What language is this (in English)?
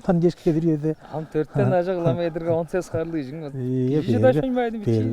Tuvinian